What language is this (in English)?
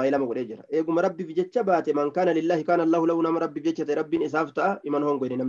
Oromo